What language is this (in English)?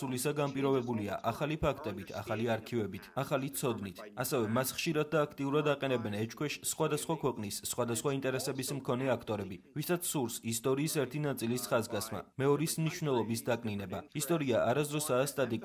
Georgian